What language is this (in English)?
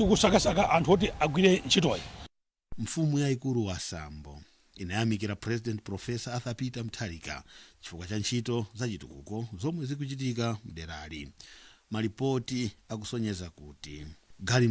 Nyanja